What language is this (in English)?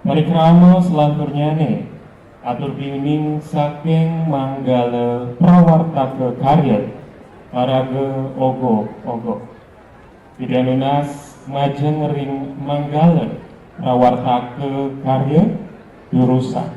Balinese